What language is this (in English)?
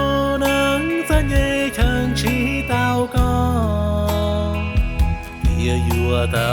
Hmong